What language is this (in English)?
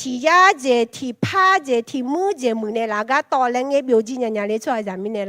Akha